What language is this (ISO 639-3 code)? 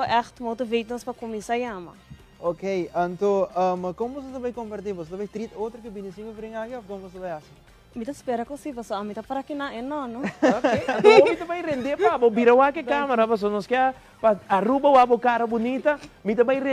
pap